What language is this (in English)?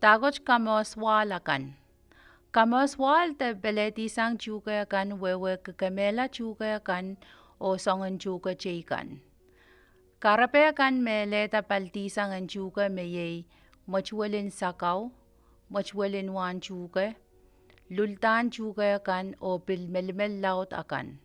Pohnpeian